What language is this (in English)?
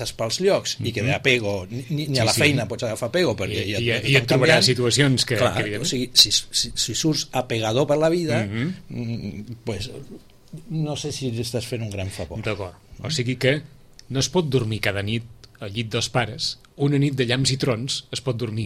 Catalan